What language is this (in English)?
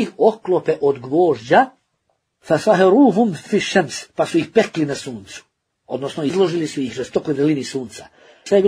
Bosnian